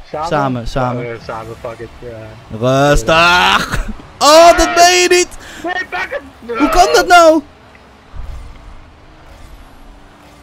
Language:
Dutch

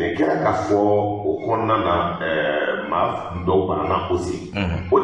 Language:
Bambara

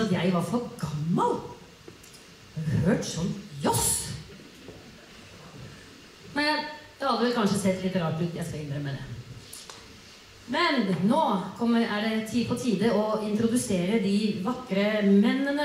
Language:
Norwegian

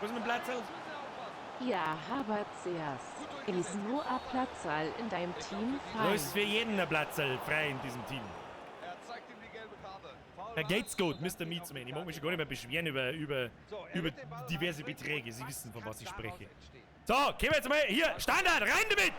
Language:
Bavarian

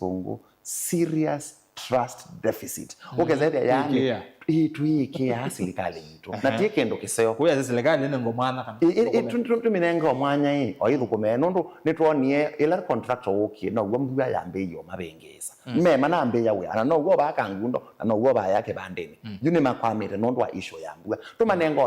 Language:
Kamba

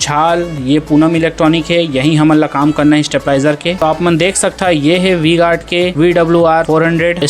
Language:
Chhattisgarhi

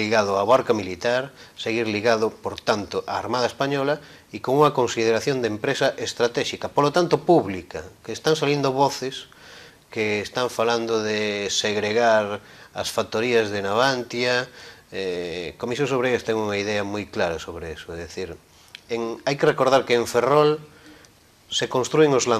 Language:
Galician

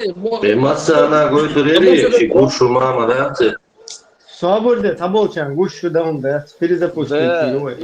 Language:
Chechen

